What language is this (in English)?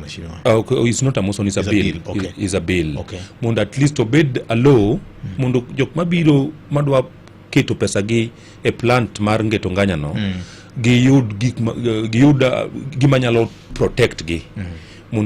Luo (Kenya and Tanzania)